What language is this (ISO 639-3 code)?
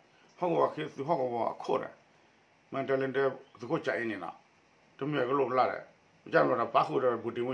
ksw